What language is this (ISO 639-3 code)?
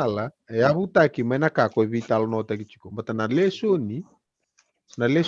fij